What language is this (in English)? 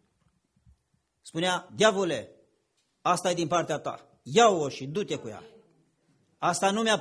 Romanian